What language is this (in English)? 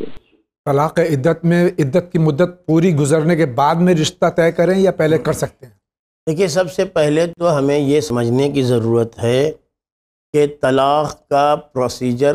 Urdu